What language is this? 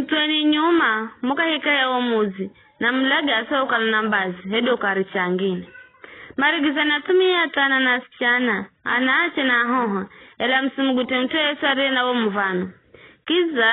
Giryama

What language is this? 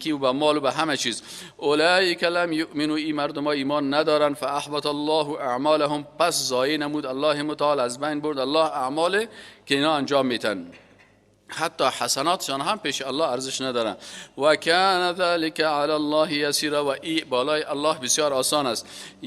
Persian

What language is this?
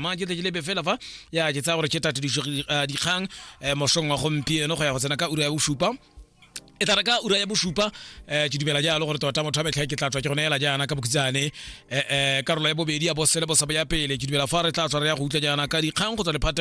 Tswana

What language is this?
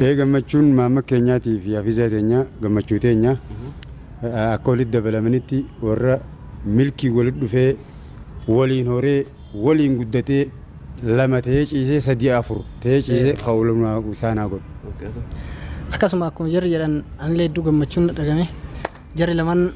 Oromo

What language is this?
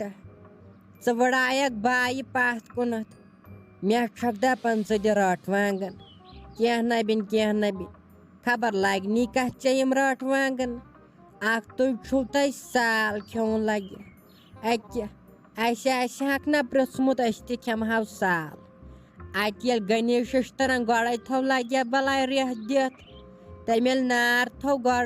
Kashmiri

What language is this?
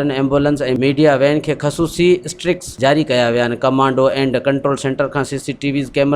Sindhi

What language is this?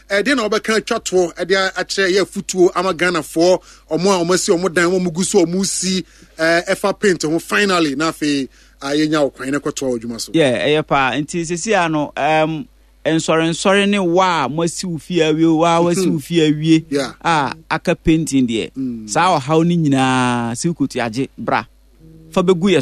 Akan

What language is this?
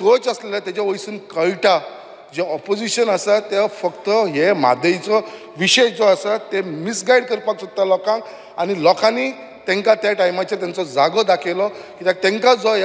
Konkani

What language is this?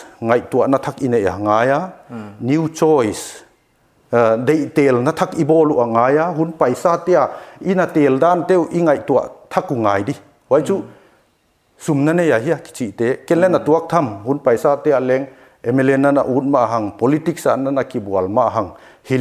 Paite Chin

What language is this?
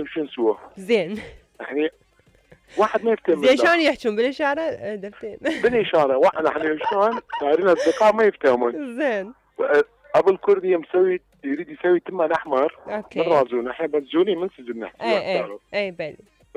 Mesopotamian Arabic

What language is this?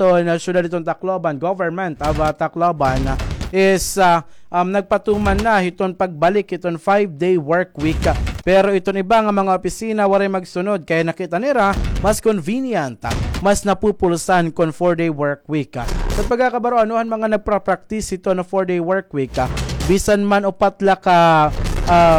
Waray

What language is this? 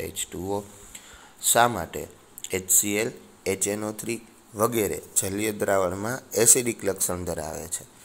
Gujarati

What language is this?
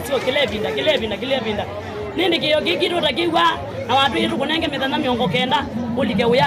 Kamba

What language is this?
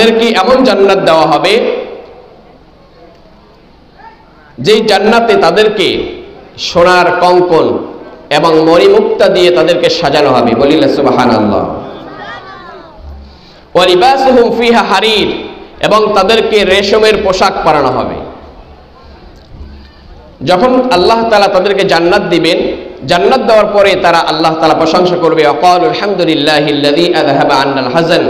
Bangla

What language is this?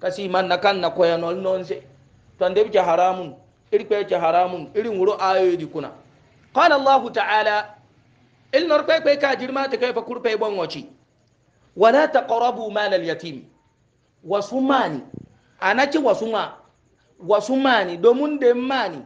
Hausa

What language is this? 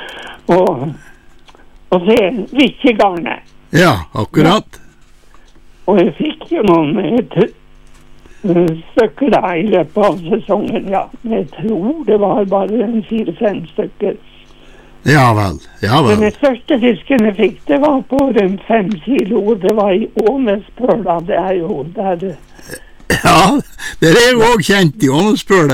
Norwegian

